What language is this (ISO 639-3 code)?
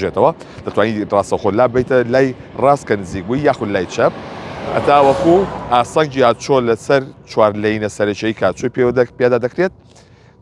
ckb